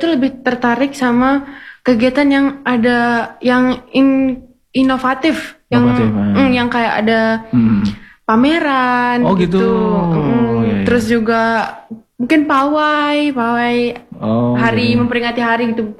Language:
Indonesian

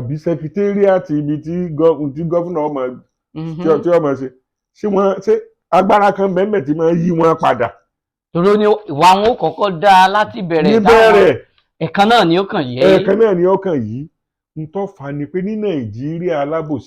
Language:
Yoruba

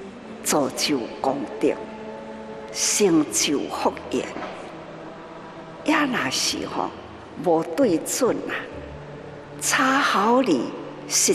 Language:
Min Nan Chinese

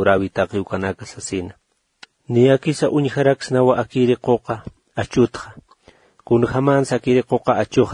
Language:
Aymara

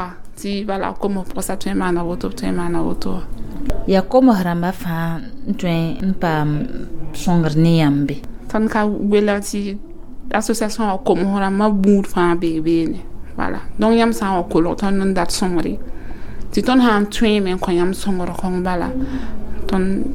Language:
Mossi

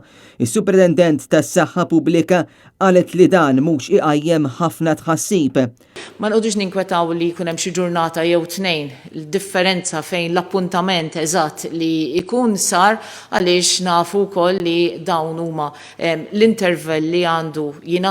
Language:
Maltese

